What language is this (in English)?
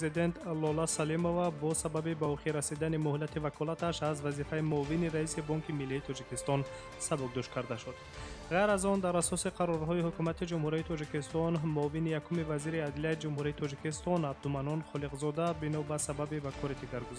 Tajik